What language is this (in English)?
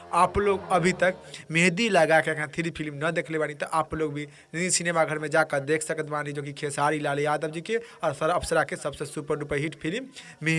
Bhojpuri